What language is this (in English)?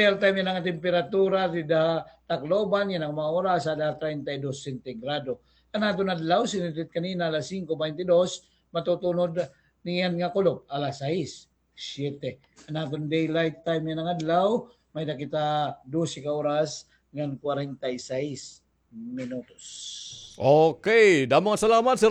Waray